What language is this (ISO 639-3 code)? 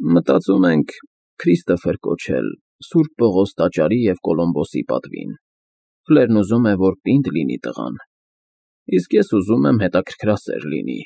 hye